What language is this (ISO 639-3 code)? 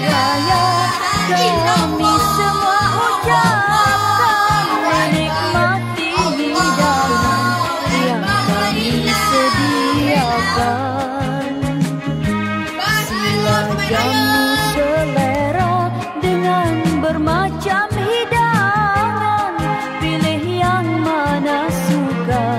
msa